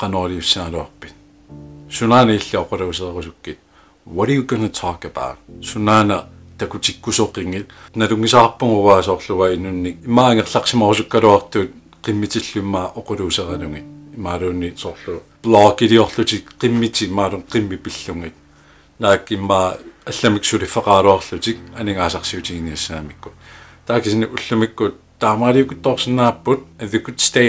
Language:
Kalaallisut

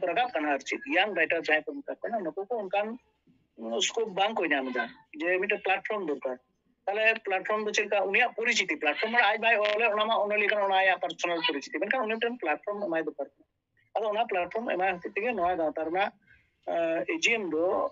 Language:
Santali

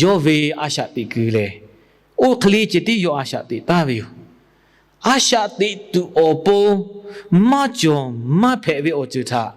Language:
Lahu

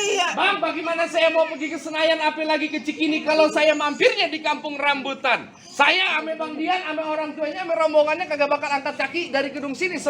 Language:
Betawi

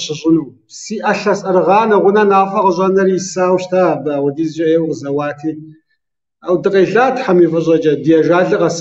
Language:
Kabardian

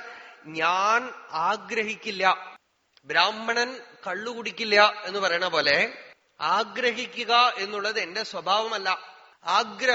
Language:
Malayalam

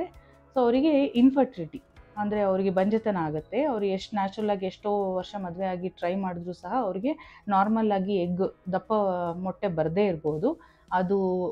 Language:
Kannada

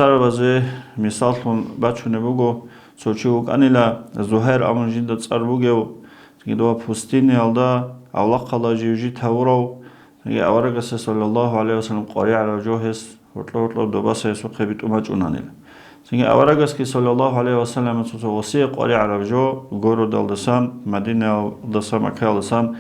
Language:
Avaric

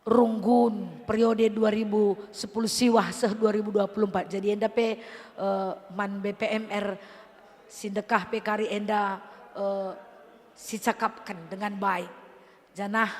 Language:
Batak Karo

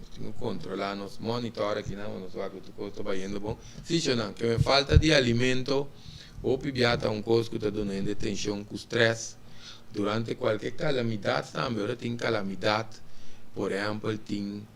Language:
Papiamento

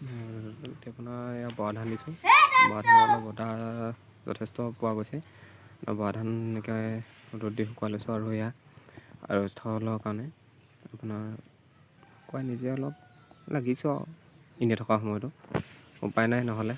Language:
Assamese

